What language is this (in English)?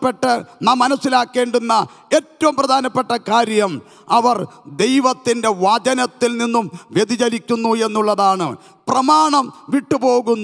Malayalam